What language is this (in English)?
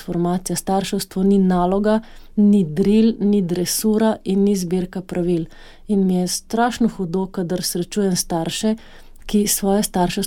Slovenian